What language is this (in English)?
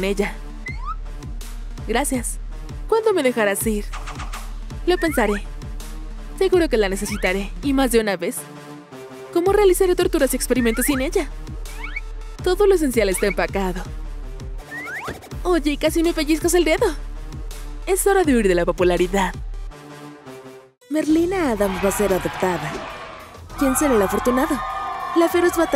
Spanish